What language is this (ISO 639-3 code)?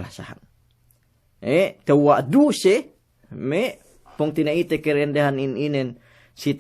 yka